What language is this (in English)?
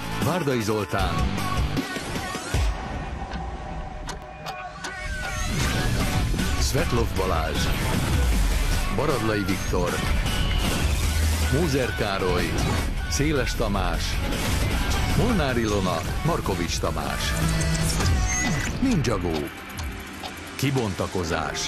Hungarian